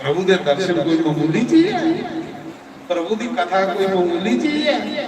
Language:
Dogri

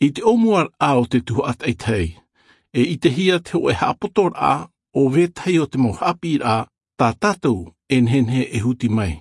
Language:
Tahitian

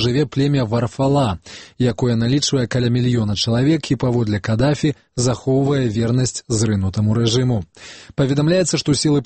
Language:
Belarusian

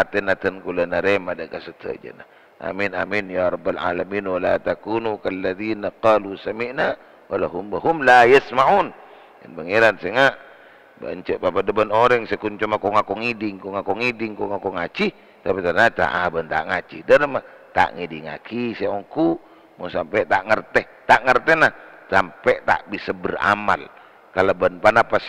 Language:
Madurese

